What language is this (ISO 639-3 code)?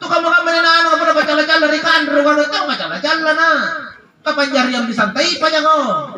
mak